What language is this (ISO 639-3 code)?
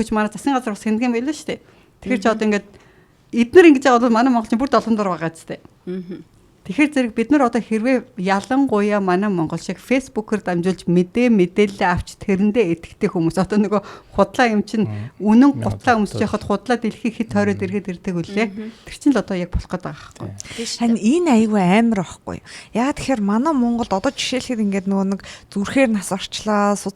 mon